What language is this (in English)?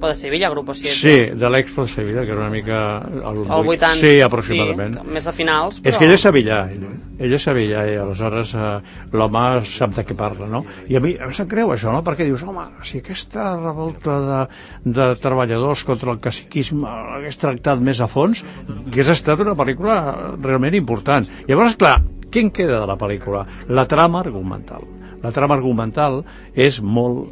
Catalan